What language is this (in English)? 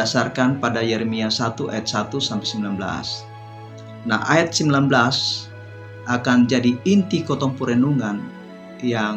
Kupang Malay